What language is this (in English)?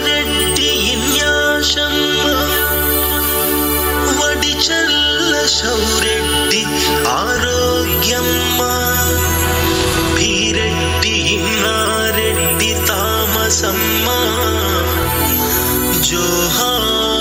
Telugu